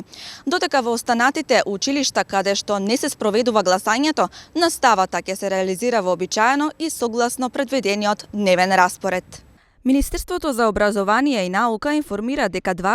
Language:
Macedonian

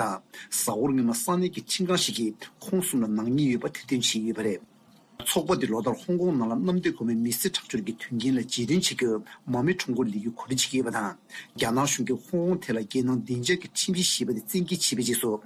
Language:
Tibetan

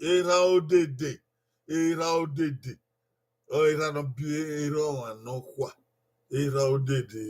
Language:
Bini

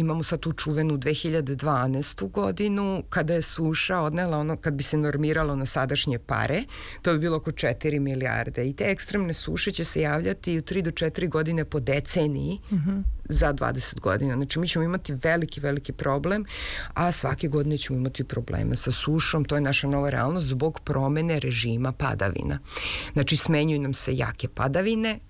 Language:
Serbian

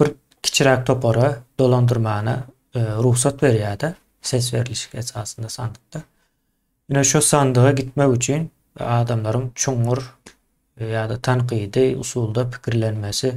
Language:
Turkmen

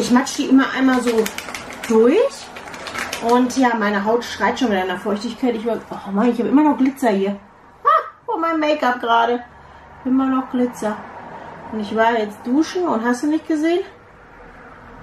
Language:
German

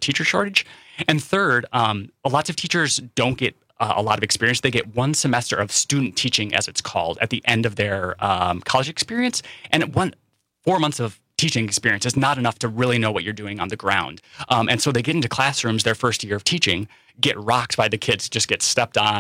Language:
English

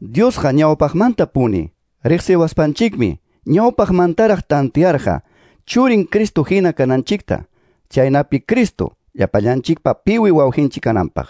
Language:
Ayacucho Quechua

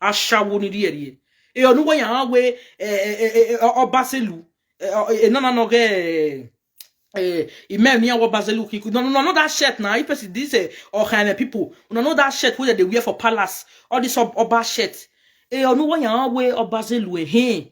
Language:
Nigerian Pidgin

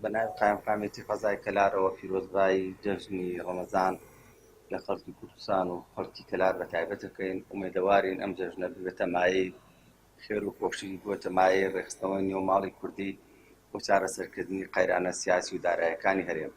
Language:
Central Kurdish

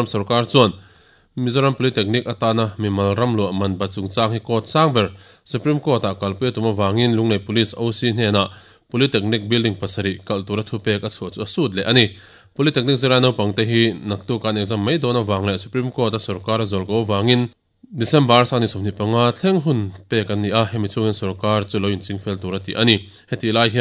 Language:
Mizo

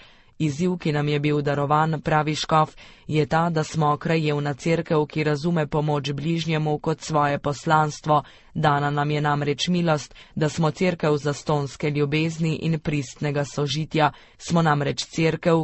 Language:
Slovenian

